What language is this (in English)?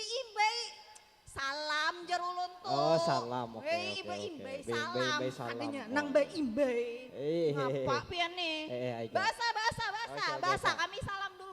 Banjar